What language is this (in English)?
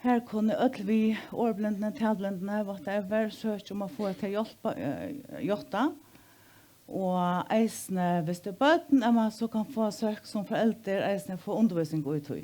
Faroese